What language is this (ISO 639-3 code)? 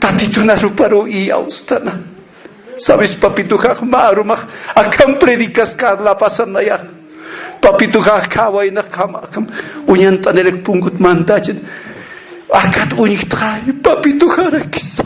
aym